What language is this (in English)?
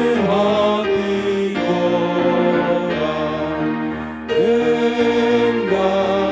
Batak Toba